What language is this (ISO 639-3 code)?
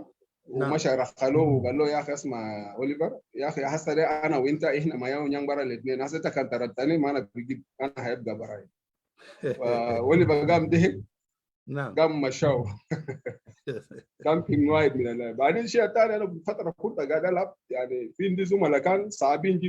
apd